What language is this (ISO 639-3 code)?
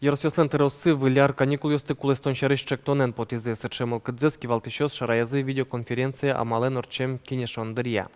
udm